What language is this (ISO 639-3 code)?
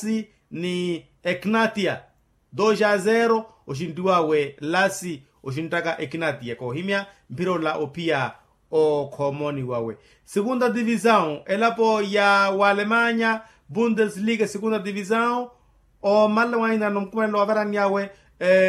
vmw